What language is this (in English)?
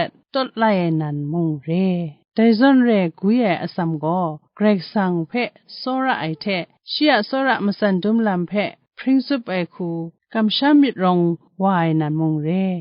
Kachin